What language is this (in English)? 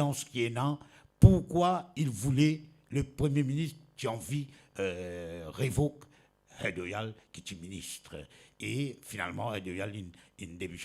Morisyen